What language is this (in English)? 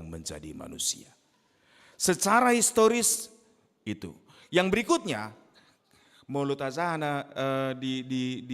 Batak Toba